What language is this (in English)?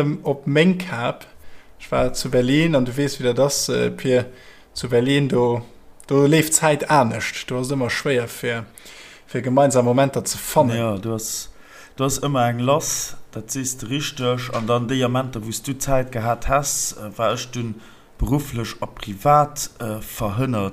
Luxembourgish